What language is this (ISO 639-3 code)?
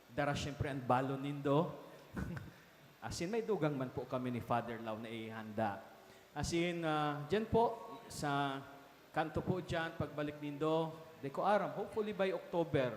bik